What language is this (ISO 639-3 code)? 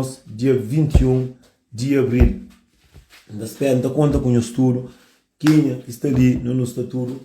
kea